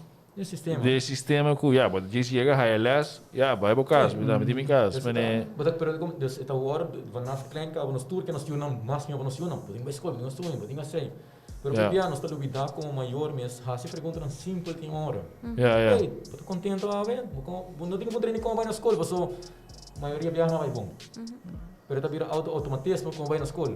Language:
Papiamento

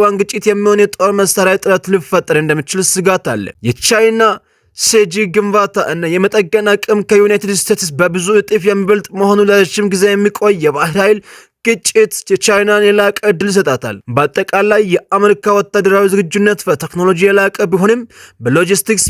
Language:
Amharic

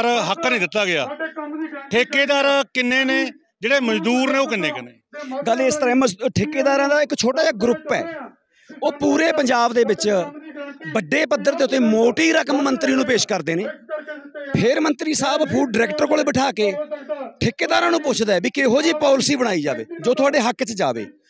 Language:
Punjabi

